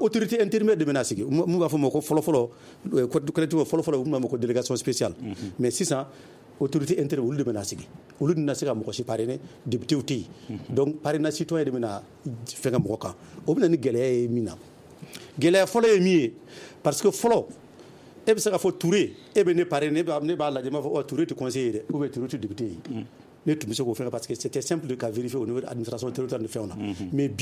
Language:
Bambara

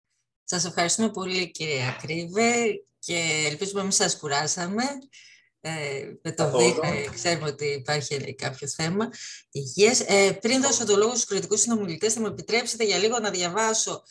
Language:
Greek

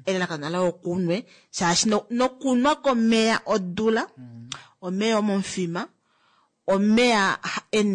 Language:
Kuanyama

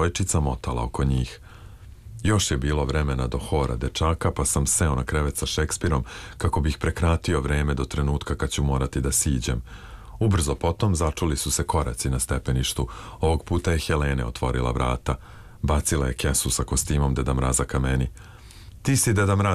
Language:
Serbian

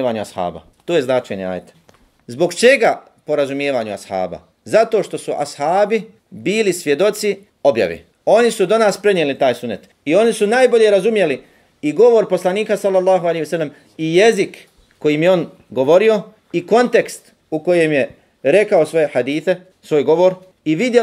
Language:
Bosnian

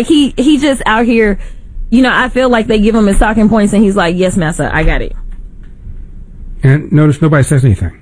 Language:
English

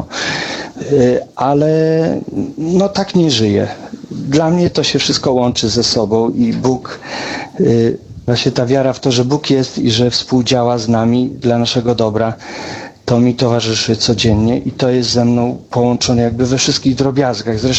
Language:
Polish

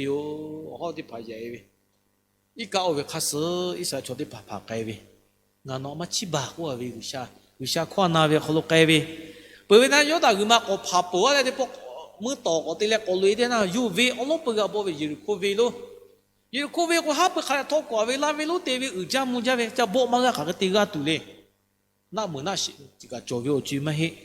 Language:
Lahu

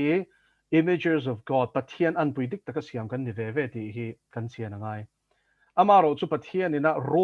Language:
Mizo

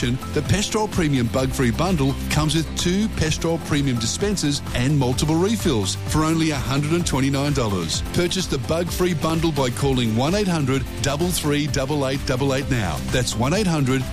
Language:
English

